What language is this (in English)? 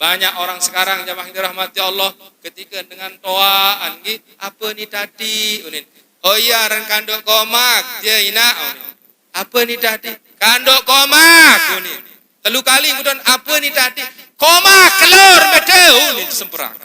Sasak